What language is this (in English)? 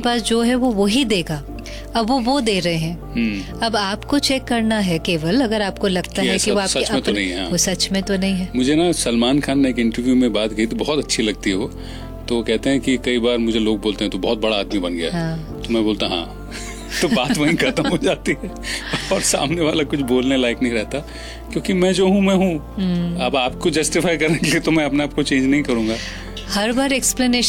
Hindi